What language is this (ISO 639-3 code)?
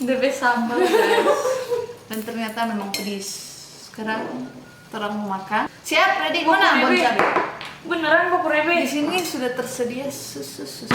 xmm